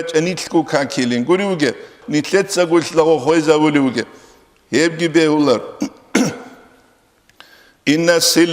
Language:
Avaric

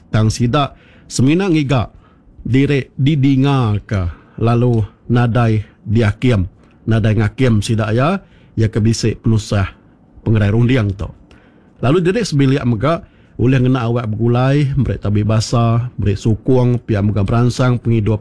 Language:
Iban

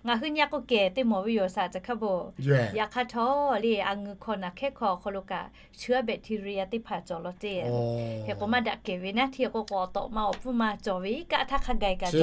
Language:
Lahu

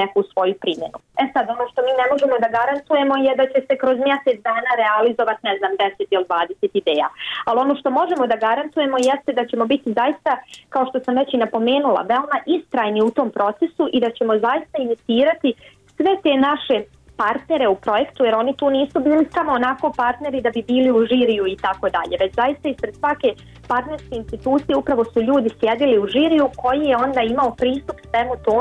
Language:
Bosnian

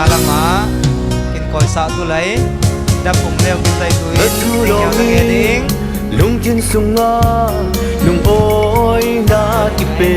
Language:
Falam Chin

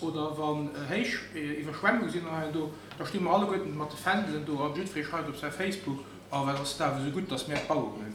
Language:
Luxembourgish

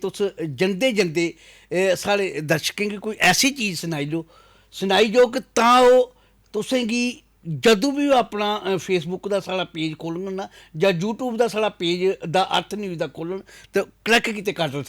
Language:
Dogri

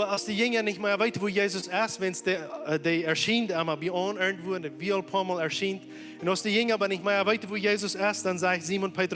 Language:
Plautdietsch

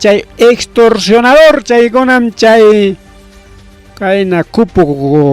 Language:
Ayacucho Quechua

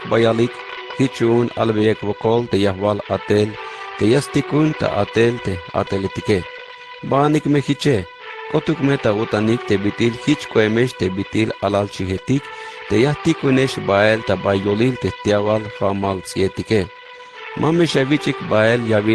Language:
Tzeltal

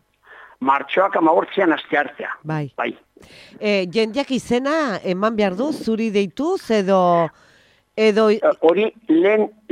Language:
Basque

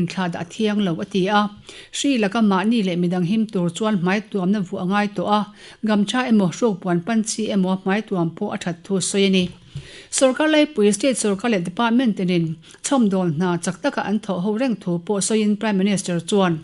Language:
Mizo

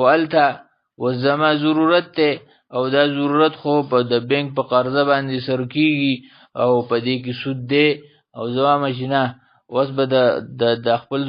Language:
Pashto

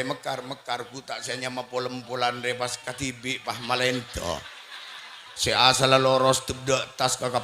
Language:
Madurese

